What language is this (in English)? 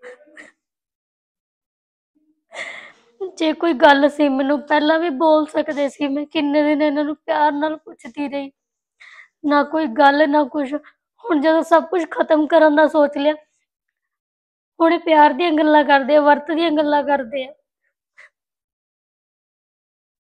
Punjabi